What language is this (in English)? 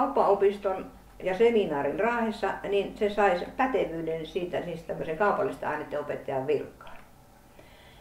Finnish